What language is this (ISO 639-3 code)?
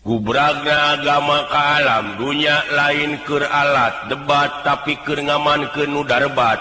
sun